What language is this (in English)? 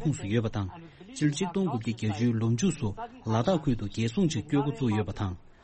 Tibetan